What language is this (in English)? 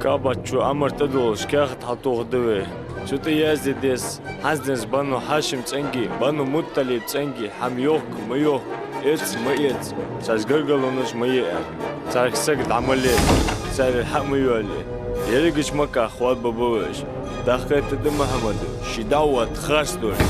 Ingush